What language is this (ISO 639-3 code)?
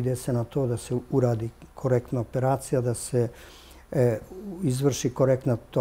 srp